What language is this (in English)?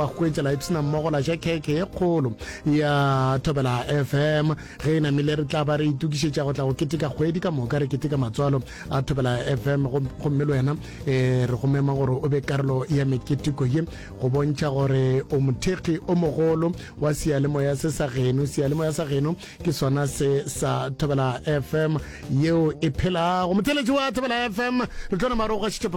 Northern Sotho